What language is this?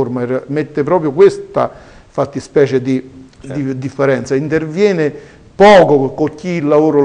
Italian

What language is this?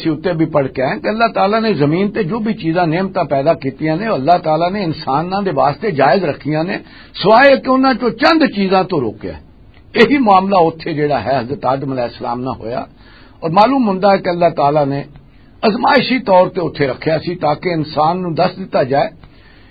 Western Panjabi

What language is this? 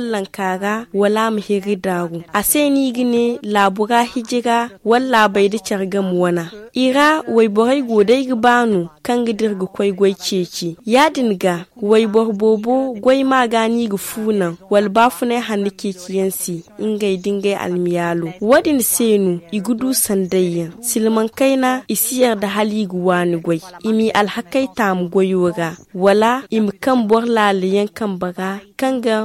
Zarma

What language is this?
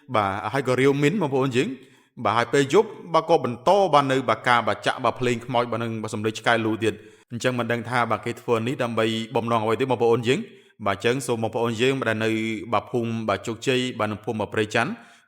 Khmer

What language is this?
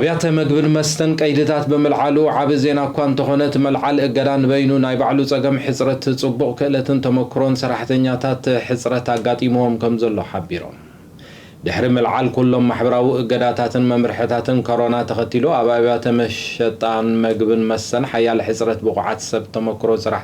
Tigrinya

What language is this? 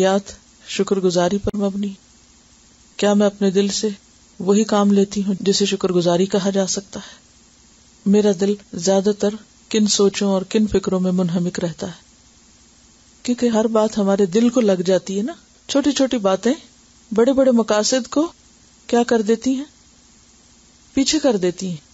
Urdu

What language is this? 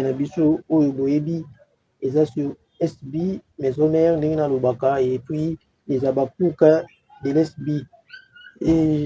Lingala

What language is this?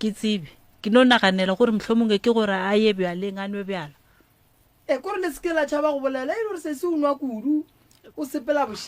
Northern Sotho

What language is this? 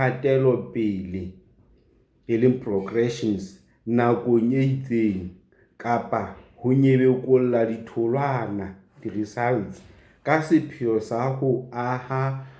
Southern Sotho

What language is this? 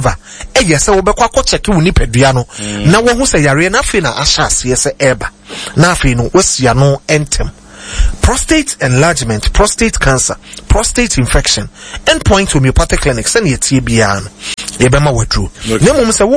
Akan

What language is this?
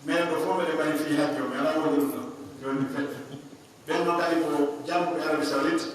Pular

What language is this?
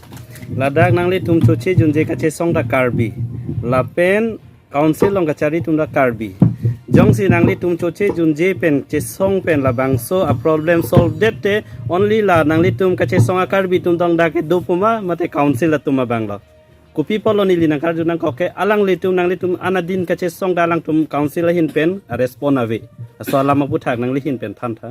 Karbi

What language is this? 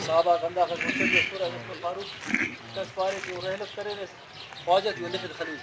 Brahui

